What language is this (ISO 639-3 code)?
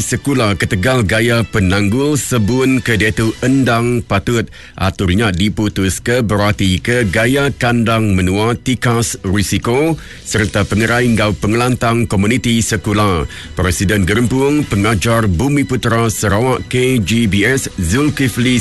iba